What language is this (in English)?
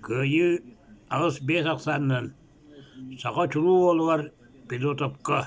Yakut